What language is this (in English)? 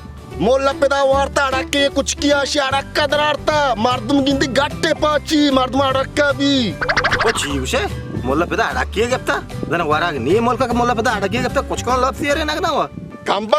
Baluchi